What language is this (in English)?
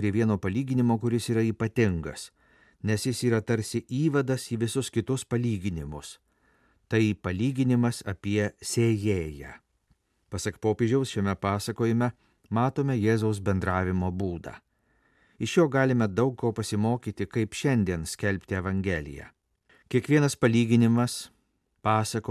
Lithuanian